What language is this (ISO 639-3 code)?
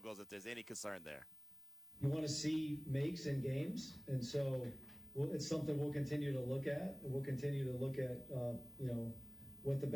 eng